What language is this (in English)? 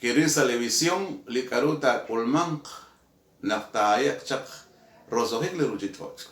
Kekchí